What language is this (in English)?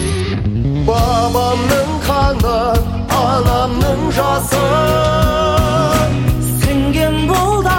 Kazakh